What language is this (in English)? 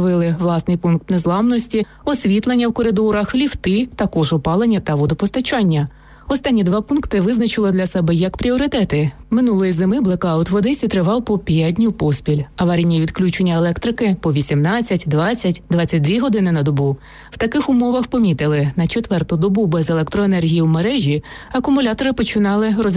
Ukrainian